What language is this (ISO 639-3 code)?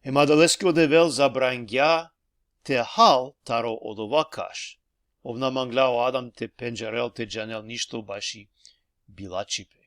rmn